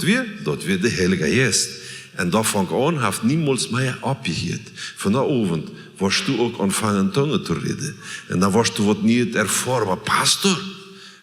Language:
Plautdietsch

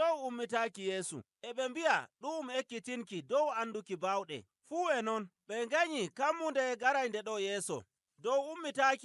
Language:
Nigerian Fulfulde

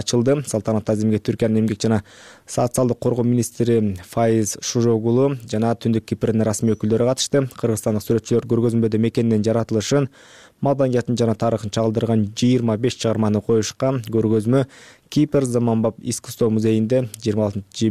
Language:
Kyrgyz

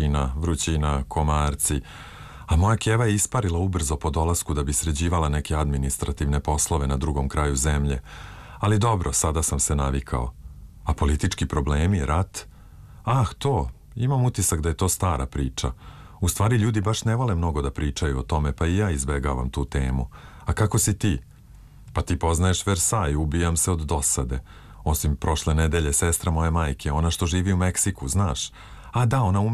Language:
Serbian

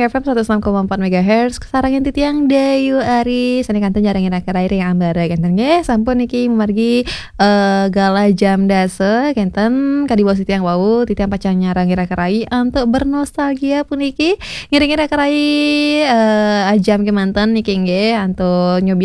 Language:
Balinese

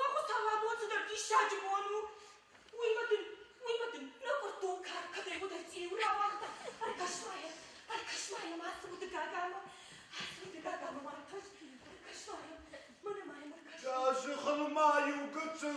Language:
Ossetic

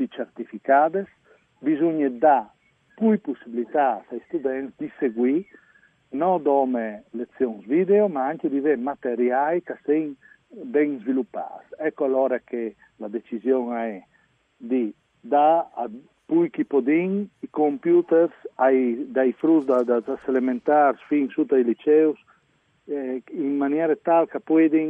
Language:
Friulian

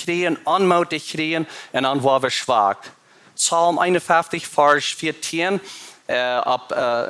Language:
Plautdietsch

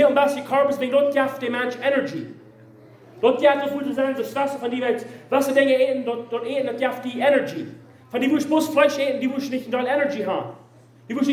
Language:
Plautdietsch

